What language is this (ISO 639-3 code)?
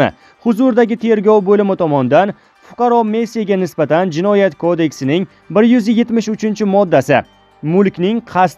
uzb